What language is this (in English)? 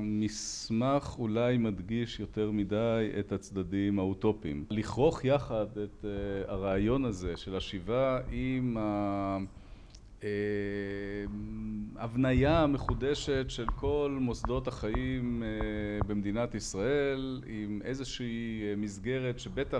Hebrew